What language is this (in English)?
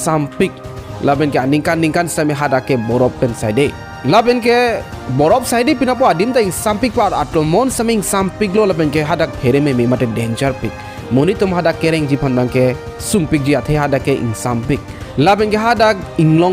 Karbi